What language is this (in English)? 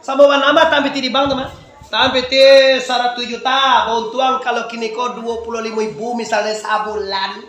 Minangkabau